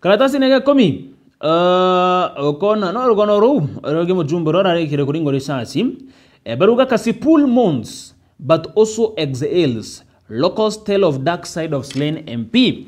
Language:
Meru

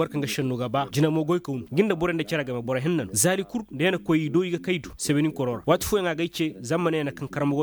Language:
Koyraboro Senni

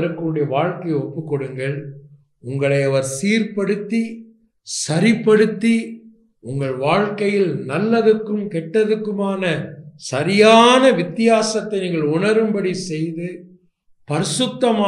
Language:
Tamil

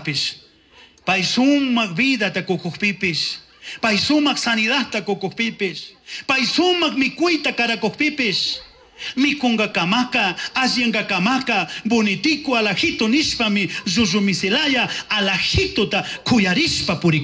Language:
Chimborazo Highland Quichua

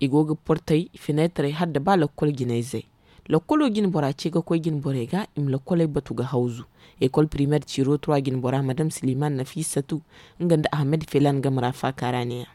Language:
Zarma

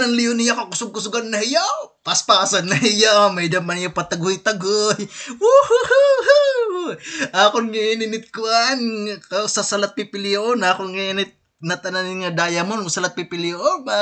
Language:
Waray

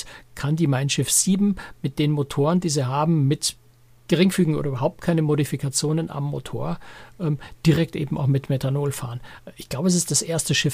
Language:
German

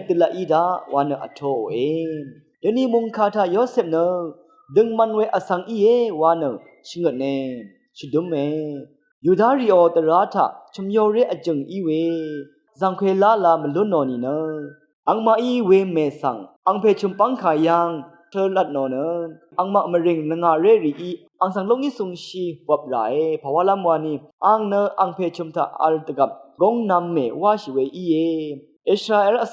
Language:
Rawang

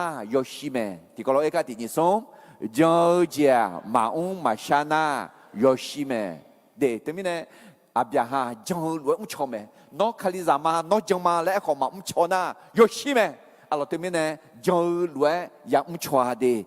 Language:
Akha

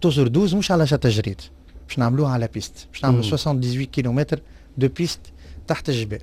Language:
Tunisian Arabic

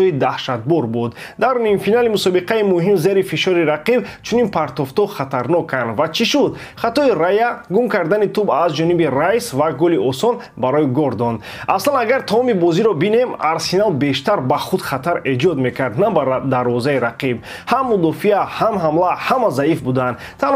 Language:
Tajik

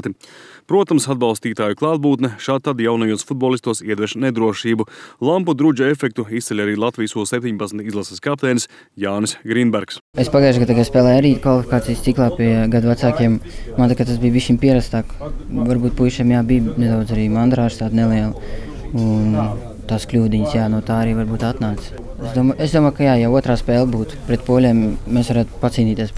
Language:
Latvian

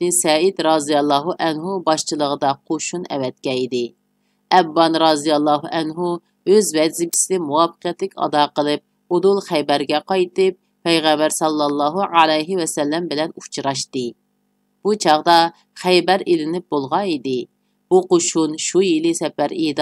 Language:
Uyghur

